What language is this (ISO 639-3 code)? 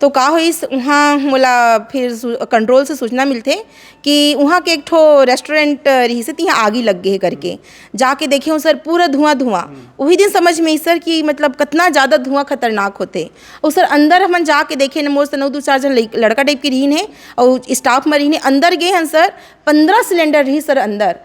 hne